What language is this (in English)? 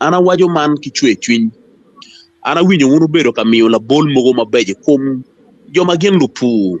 Acoli